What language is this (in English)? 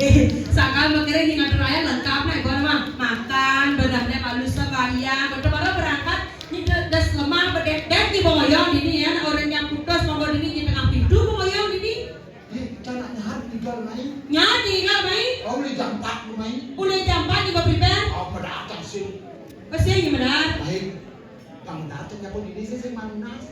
Balinese